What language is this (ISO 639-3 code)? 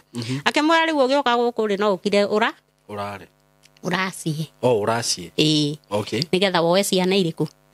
kik